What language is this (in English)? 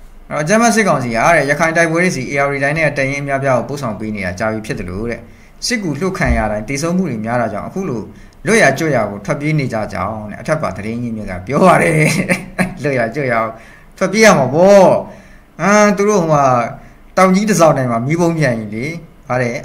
Burmese